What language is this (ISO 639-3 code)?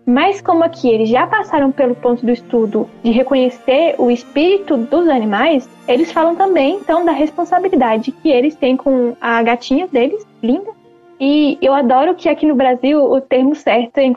por